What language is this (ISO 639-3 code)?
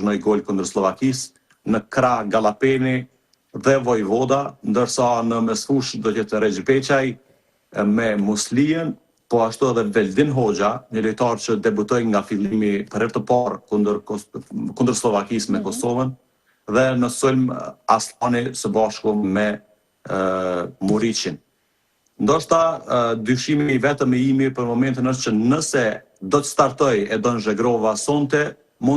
sqi